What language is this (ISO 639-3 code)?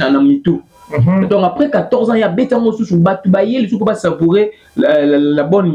lin